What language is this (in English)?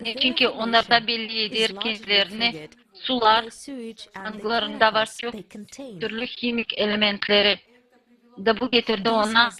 Gagauz